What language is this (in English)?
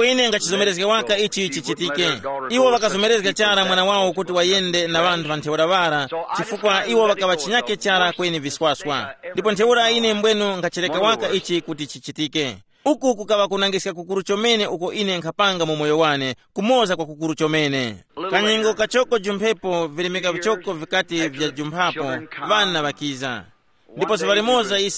Tumbuka